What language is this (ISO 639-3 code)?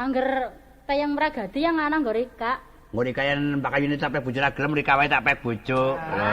jav